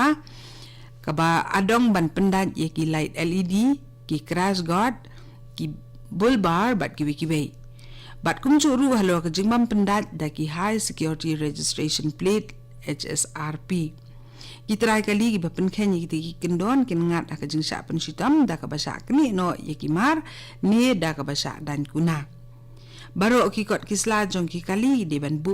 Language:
Khasi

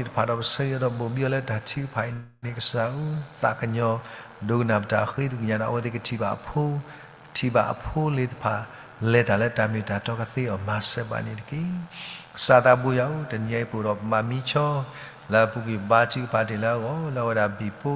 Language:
S'gaw Karen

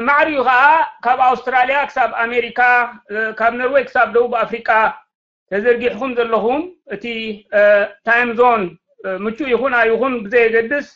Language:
Tigrinya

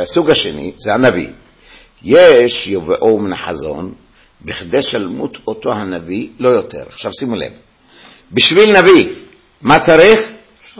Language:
Hebrew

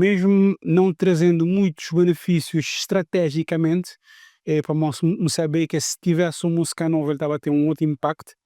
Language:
Kabuverdianu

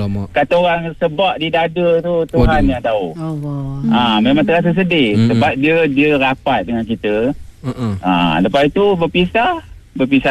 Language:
Malay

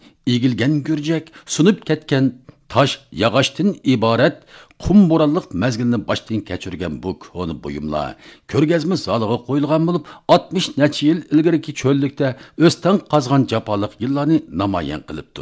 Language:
Uyghur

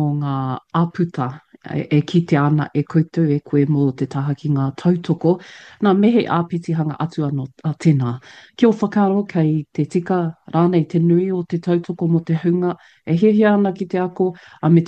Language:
Māori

